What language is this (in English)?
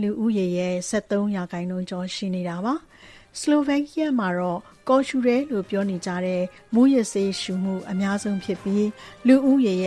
Burmese